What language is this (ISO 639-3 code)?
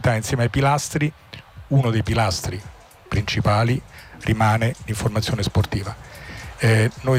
ita